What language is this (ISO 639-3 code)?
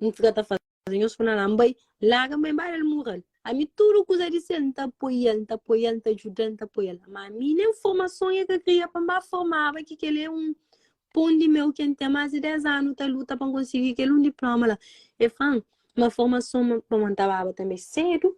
kea